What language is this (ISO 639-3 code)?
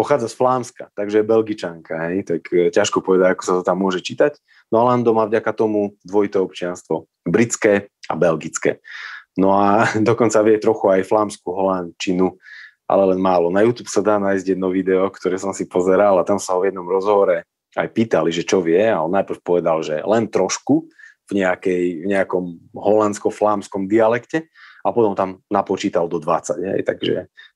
slk